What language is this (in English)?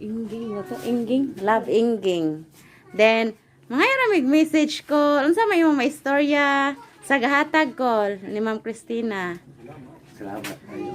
Cebuano